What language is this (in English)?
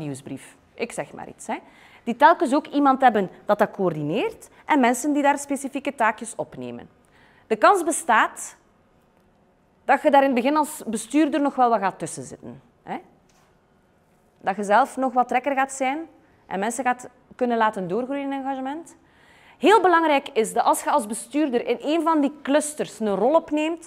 Dutch